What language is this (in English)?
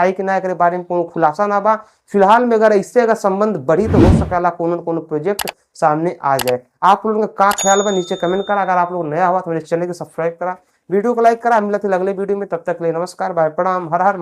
Bhojpuri